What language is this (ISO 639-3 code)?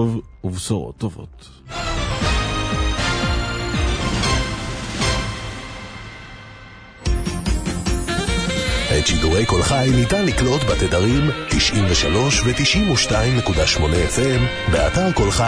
heb